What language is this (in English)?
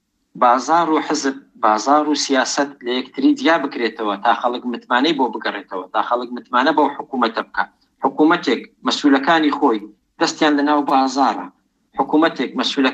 Central Kurdish